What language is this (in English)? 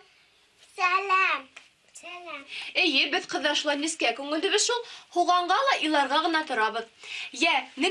Bashkir